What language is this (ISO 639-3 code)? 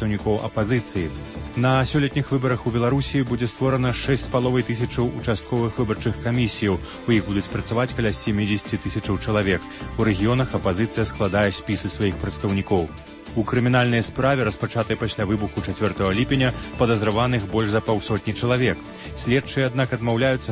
bel